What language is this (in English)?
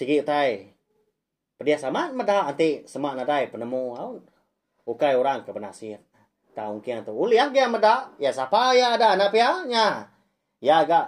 Iban